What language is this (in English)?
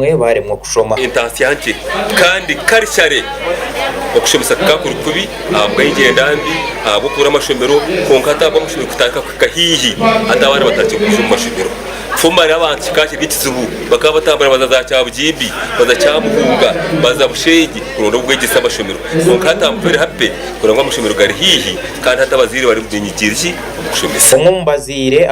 Nyankole